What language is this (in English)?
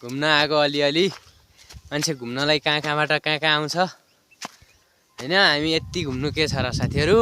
Nepali